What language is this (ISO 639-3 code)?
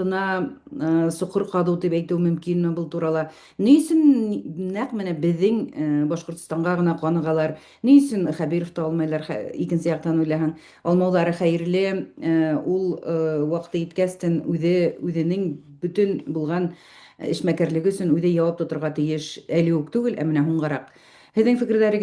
bak